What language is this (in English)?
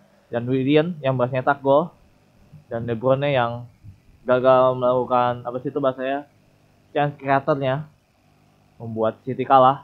Indonesian